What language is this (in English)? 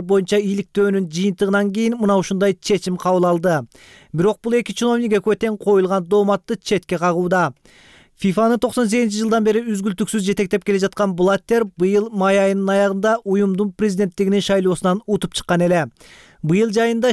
Kyrgyz